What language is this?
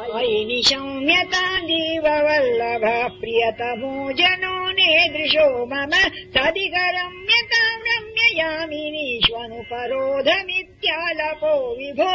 Sanskrit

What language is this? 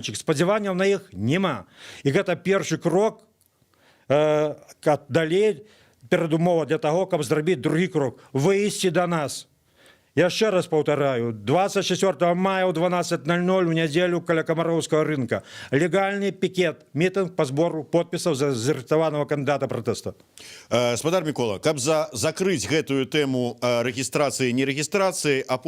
Belarusian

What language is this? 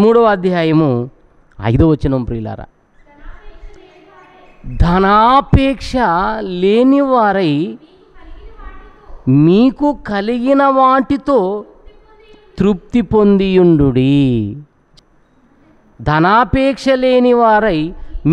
Telugu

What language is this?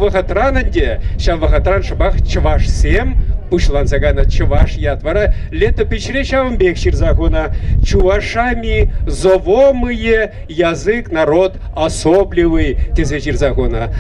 Chuvash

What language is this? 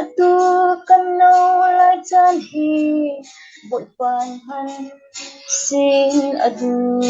Falam Chin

